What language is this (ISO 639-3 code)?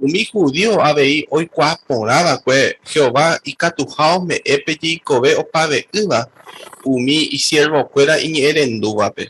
grn